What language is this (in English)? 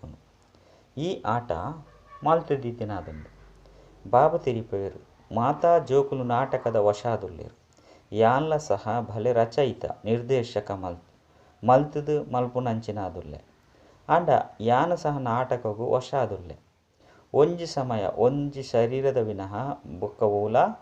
Tulu